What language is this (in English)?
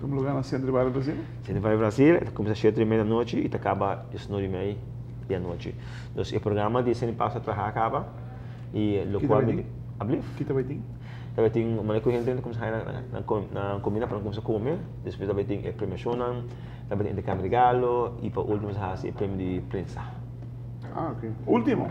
Papiamento